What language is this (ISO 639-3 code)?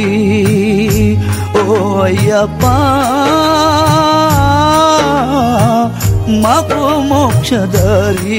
tel